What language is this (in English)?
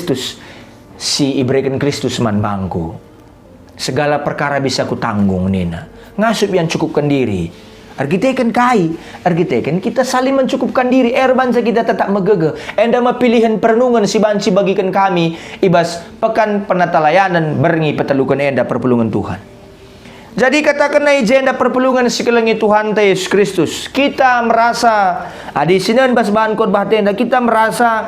Batak Karo